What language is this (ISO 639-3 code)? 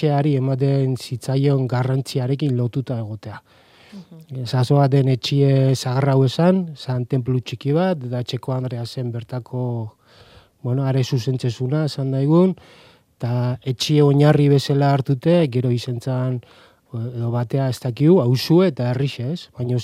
eus